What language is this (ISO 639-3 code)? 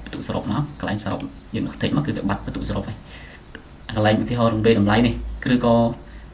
khm